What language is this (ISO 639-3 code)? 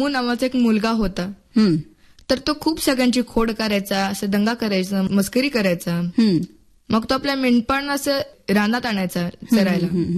mar